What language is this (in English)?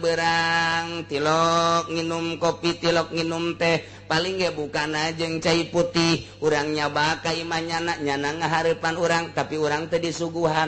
Sundanese